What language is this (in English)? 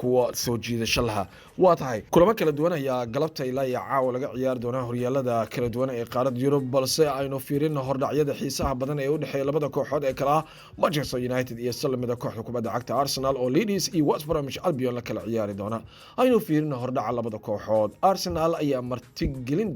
Somali